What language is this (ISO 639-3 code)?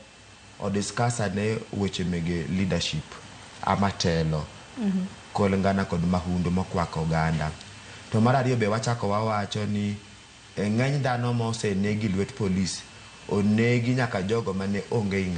luo